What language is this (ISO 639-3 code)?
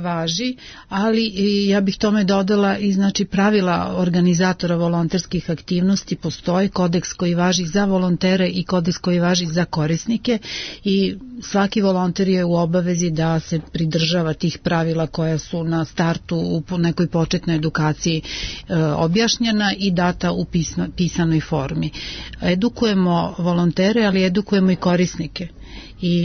srp